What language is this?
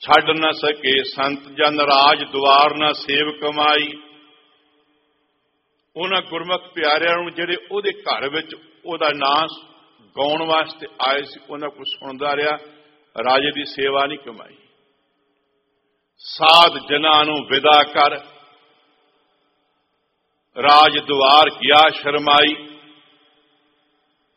Punjabi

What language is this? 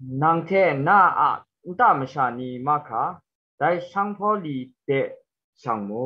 Kachin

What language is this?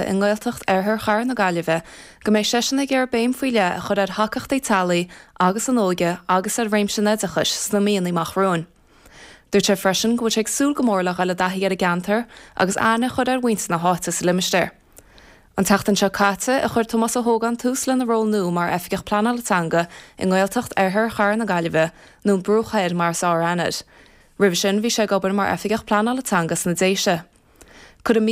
Irish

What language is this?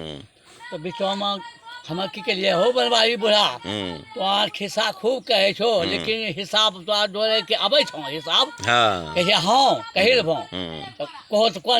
Angika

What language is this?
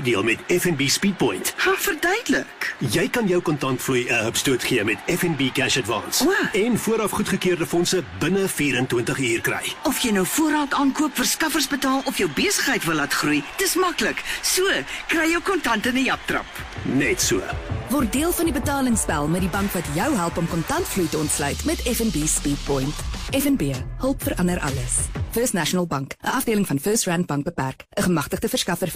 Afrikaans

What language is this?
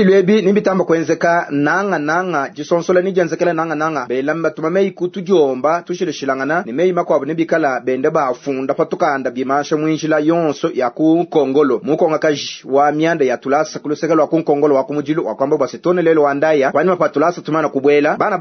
Luba-Lulua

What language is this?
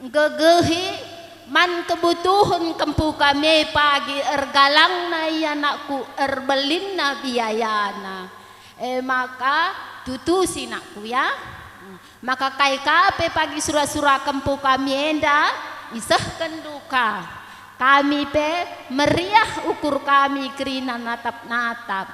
Batak Karo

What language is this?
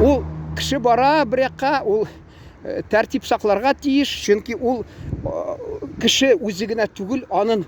Tatar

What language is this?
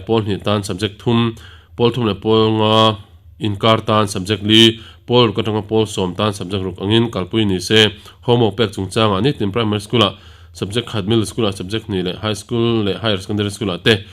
Mizo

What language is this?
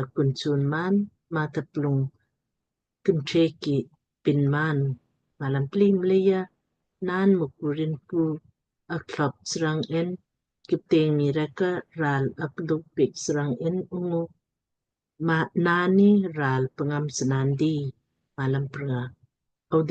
Lamkang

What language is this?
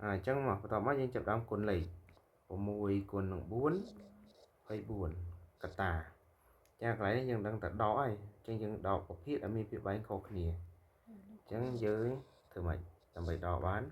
Khmer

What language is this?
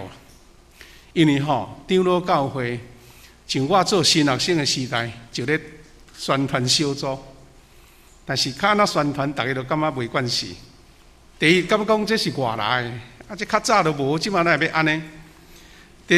Min Nan Chinese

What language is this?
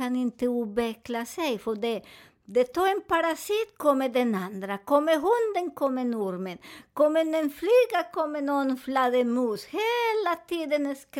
Swedish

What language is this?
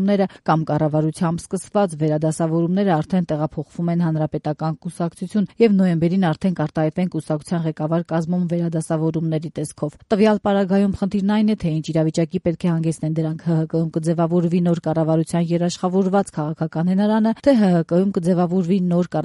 Armenian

